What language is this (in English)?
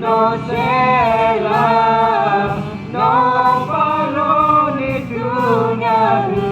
Lahu